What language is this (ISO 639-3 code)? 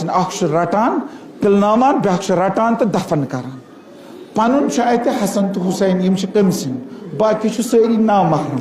kas